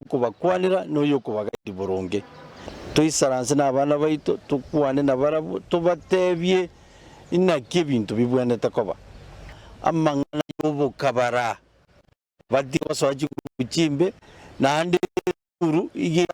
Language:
Gusii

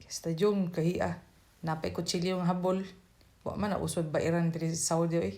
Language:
Cebuano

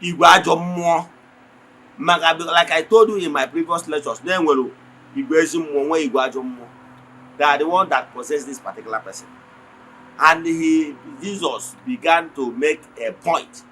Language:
Igbo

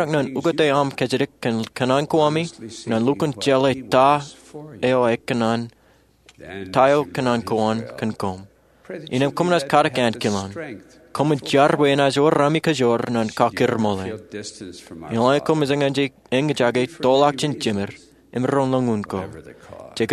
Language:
Marshallese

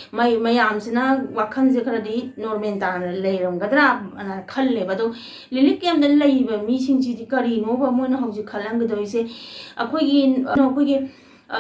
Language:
Manipuri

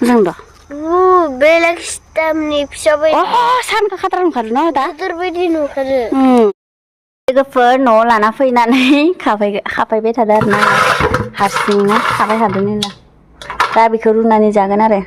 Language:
Bodo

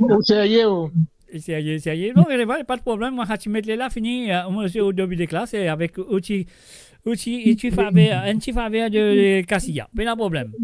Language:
Morisyen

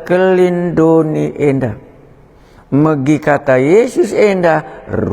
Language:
Batak Karo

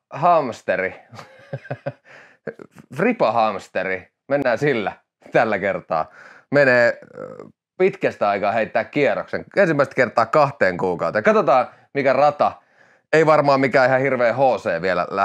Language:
Finnish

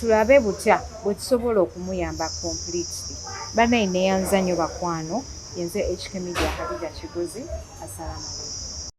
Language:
Ganda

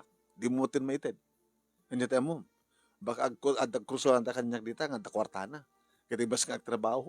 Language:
Iloko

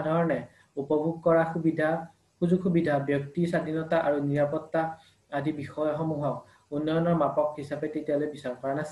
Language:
Assamese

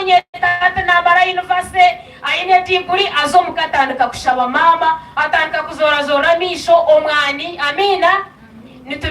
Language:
Nyankole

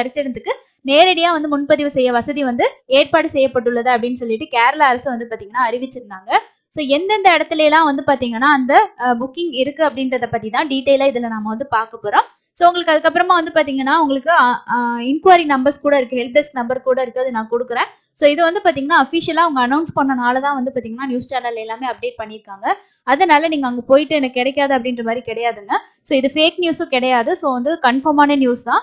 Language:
Tamil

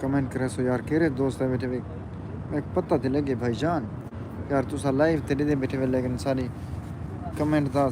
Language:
Saraiki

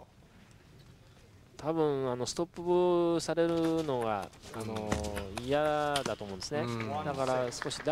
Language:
Japanese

